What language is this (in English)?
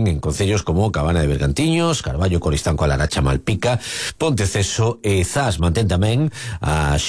Galician